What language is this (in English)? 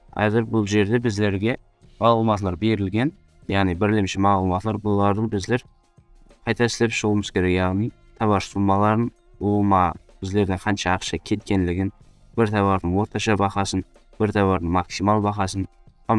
Kara-Kalpak